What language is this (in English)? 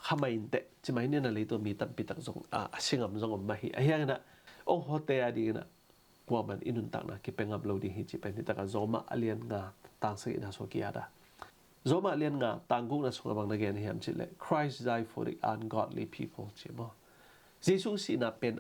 Tedim Chin